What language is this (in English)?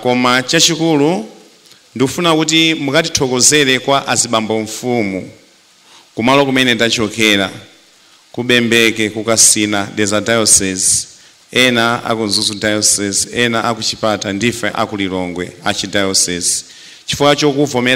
Nyanja